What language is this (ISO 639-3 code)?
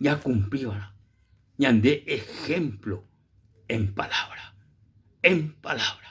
grn